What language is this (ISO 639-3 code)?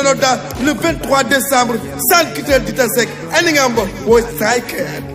ful